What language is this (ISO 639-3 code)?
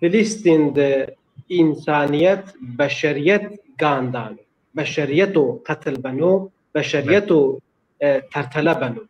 zza